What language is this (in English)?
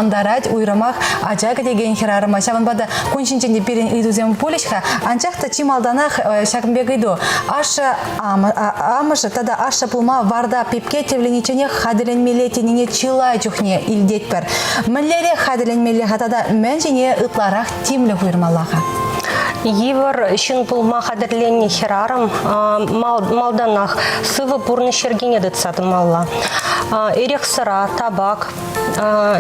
Chuvash